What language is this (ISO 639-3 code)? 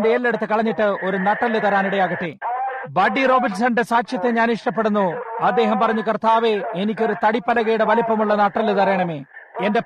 mal